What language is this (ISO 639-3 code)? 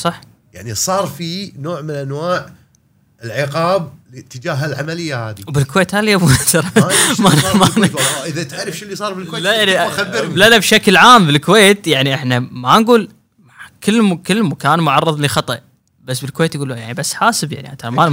afb